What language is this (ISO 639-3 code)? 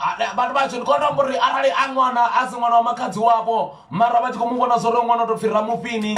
ven